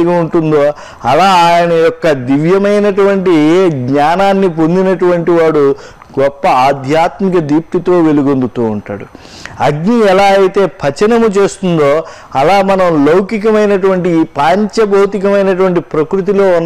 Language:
Telugu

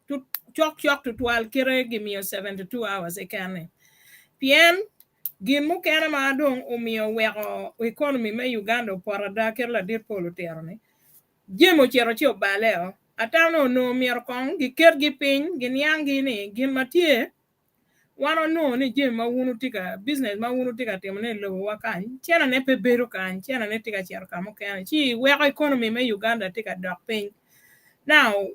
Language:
Acoli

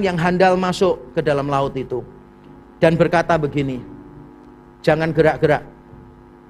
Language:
Indonesian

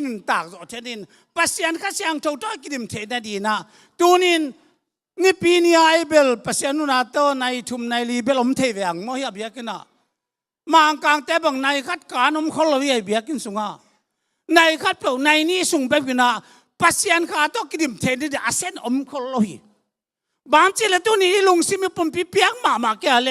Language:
Tedim Chin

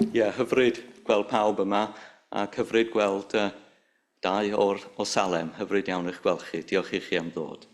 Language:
Welsh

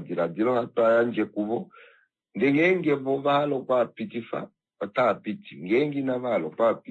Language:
Kuanyama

